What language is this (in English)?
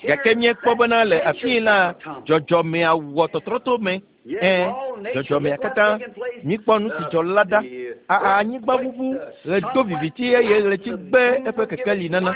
Ewe